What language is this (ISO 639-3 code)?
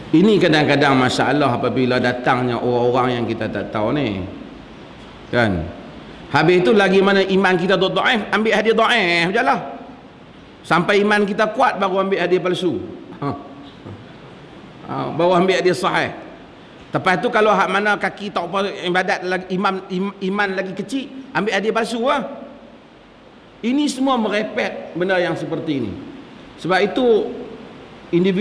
msa